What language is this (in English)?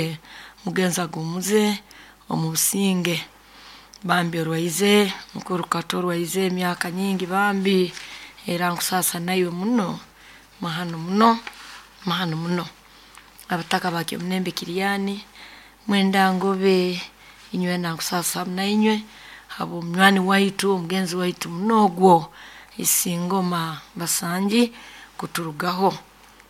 Nyoro